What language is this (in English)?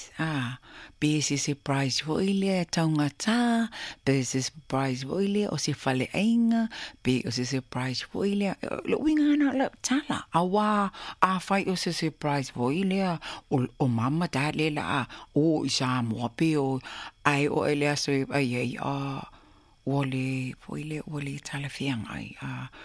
Samoan